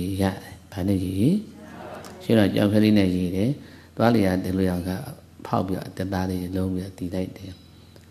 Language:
Burmese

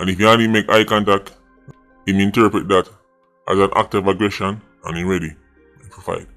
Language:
Jamaican Creole English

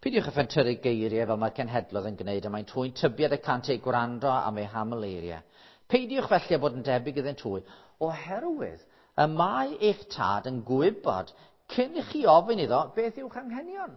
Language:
Welsh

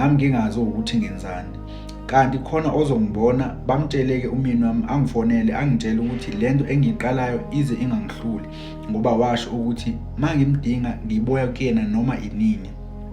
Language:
Zulu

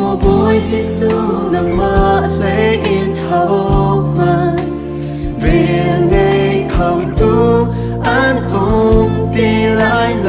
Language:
Hakha Chin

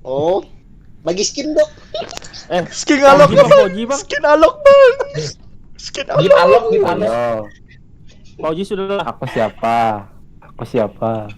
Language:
Banjar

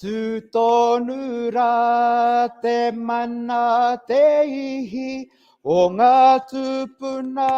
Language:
Māori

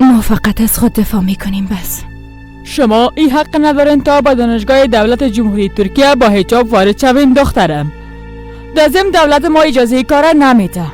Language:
Persian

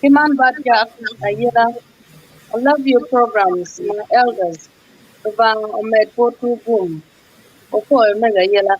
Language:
Acoli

